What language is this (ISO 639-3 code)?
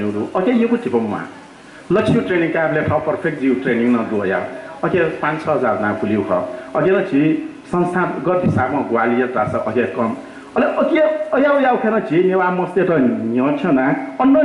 new